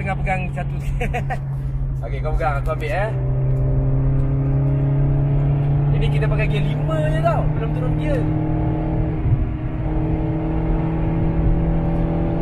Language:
Malay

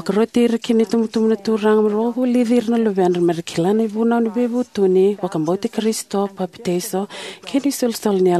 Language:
Fijian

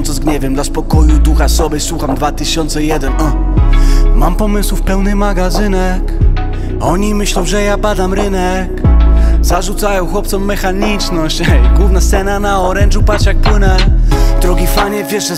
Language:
Polish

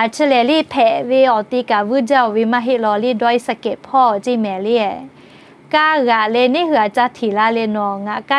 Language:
Lahu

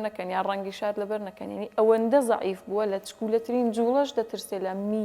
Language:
Central Kurdish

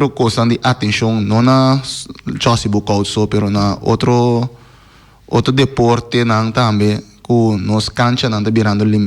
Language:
Papiamento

